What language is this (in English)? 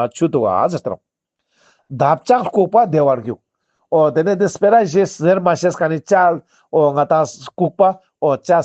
Ladakhi